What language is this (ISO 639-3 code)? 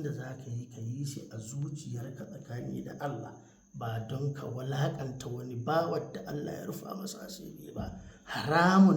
hau